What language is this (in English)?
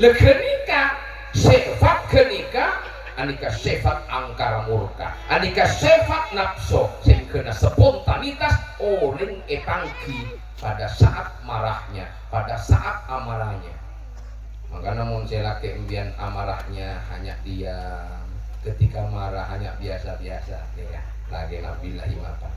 Madurese